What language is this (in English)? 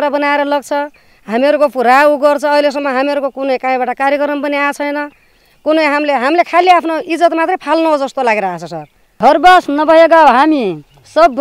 Nepali